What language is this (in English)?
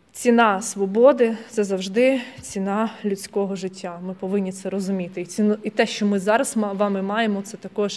Ukrainian